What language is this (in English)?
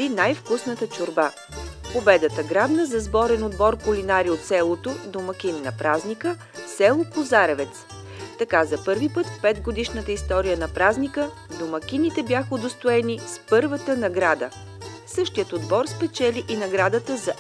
Bulgarian